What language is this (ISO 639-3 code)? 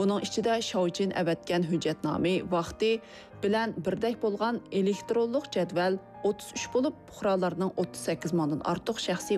uig